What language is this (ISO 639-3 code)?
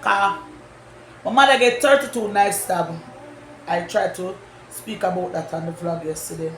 jam